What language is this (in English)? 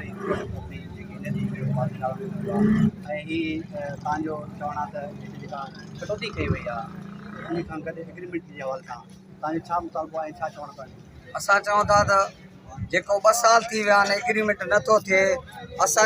Sindhi